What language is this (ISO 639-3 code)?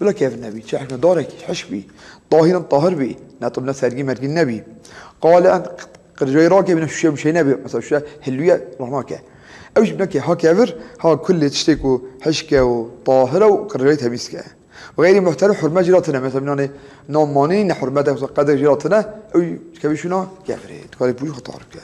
kur